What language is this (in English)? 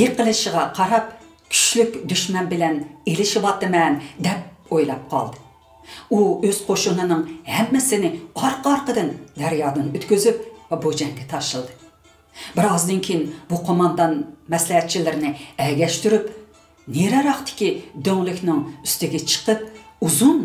Uyghur